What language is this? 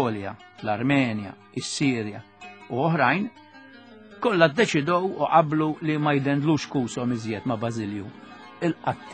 Maltese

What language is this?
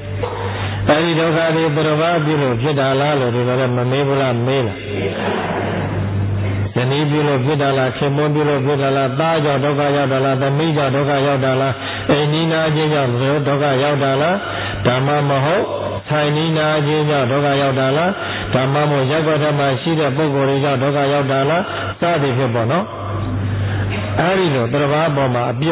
Burmese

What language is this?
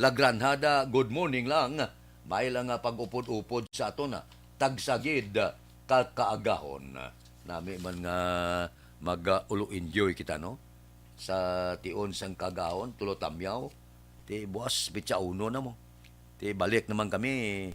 Hiligaynon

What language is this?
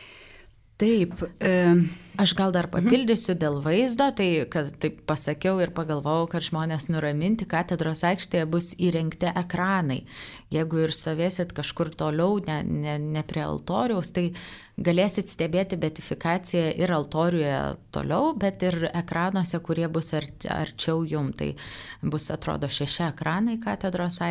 Lithuanian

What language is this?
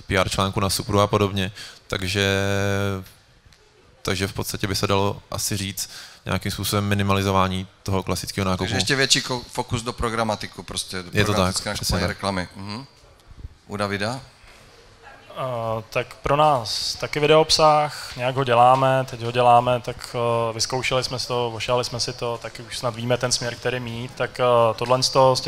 Czech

